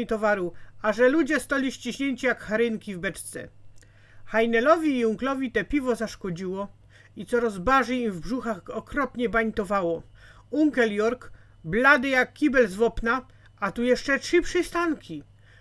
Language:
Silesian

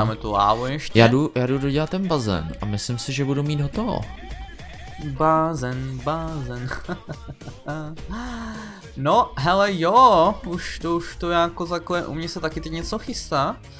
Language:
Czech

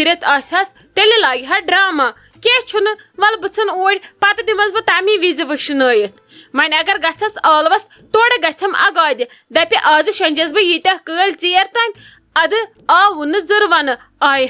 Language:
Kashmiri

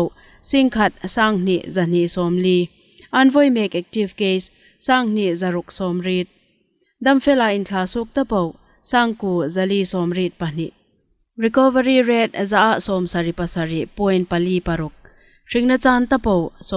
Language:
Hmar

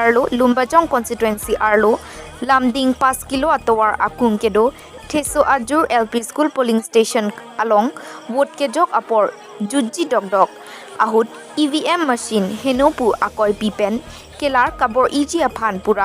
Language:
Karbi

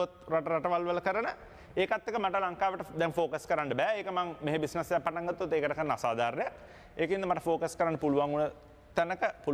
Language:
Sinhala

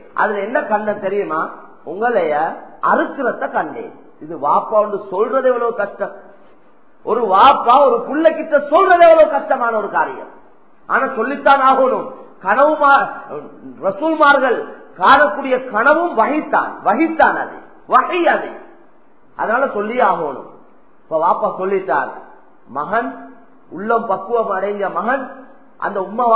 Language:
Tamil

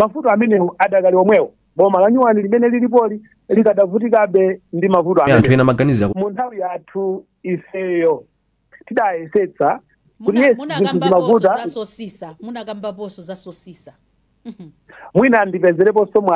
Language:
Nyanja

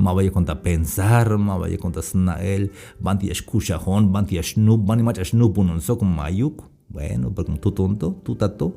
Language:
Tzeltal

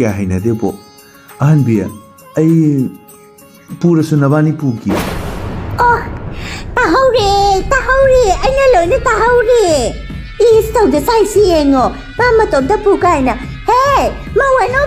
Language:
Manipuri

